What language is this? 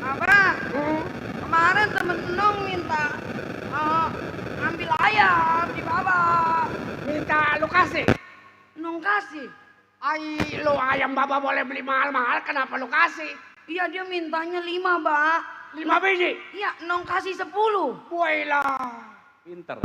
Betawi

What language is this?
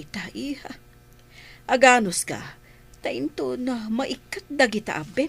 Iloko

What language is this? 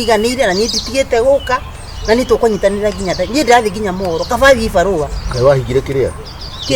Kikuyu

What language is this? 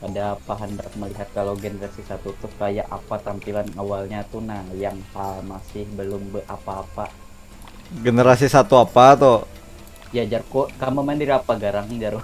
Banjar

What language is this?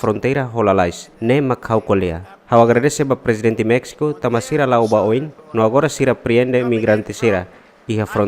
Tetum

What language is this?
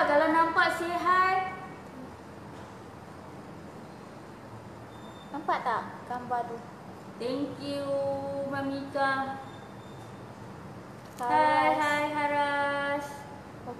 Malay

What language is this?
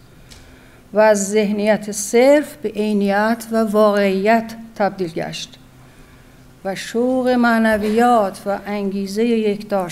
Persian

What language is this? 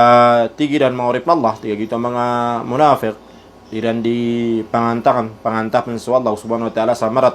Maranao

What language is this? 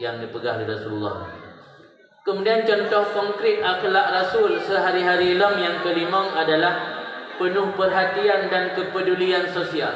Achinese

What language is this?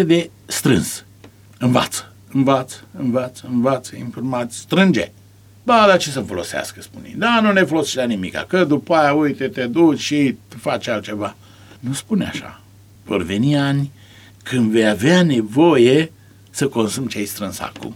Romanian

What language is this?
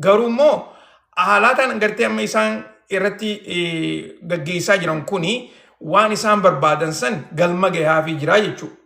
Oromo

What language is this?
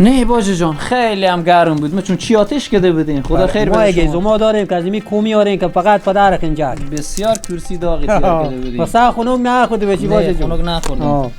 Persian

